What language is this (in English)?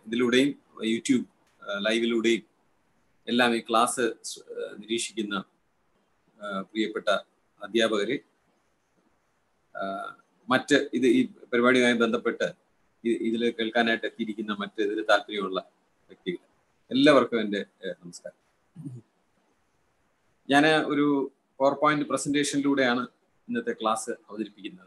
Malayalam